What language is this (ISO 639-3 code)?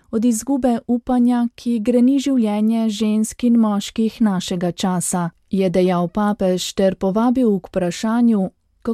slv